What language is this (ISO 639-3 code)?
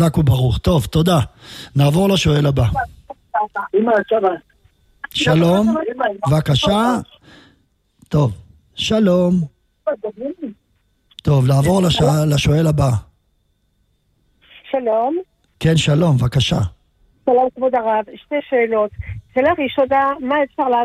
heb